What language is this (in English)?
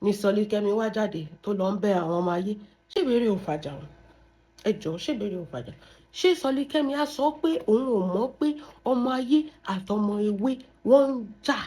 Yoruba